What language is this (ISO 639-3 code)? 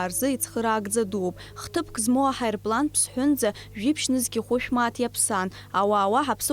abk